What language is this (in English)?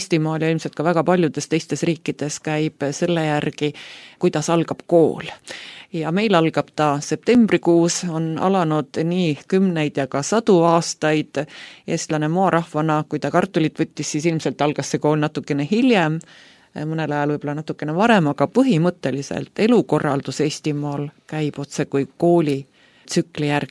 Estonian